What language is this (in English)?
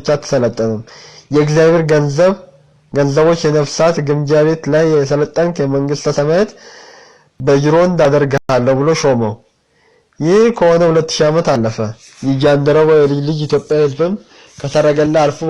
Amharic